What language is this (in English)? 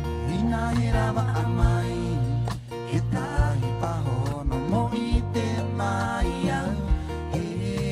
Rapanui